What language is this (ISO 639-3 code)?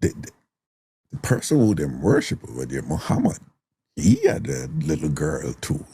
jam